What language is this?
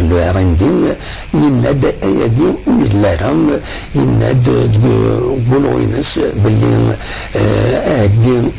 Kabyle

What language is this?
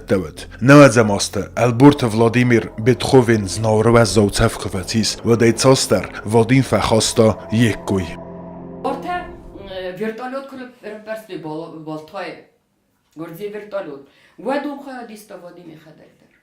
Ossetic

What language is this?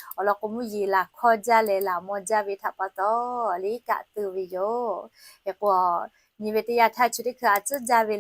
Lahu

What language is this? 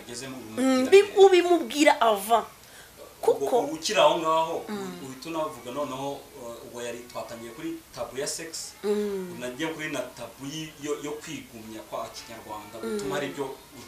Kinyarwanda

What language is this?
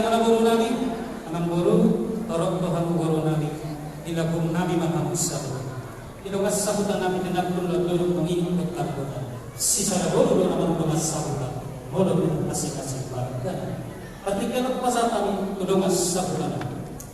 Batak Toba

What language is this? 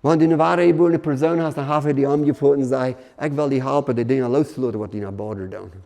Plautdietsch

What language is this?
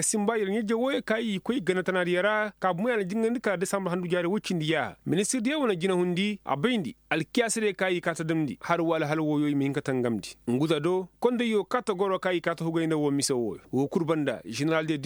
Koyraboro Senni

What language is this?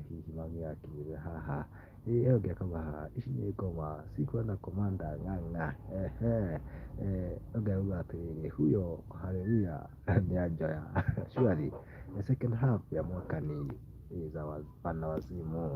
Kikuyu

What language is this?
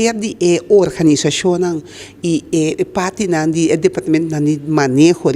Papiamento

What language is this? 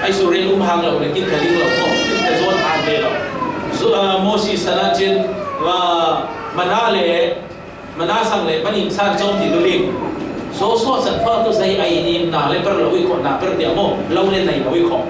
Falam Chin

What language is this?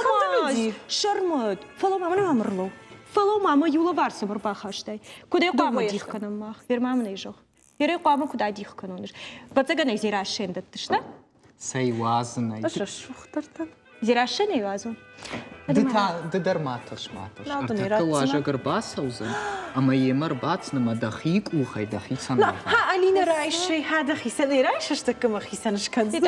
Ossetic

